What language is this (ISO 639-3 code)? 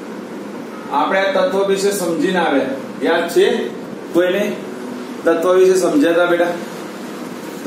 guj